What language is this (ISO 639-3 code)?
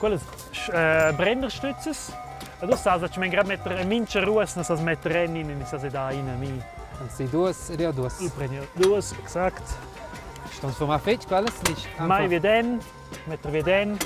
roh